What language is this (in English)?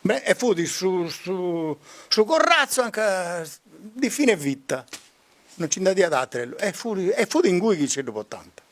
Sardinian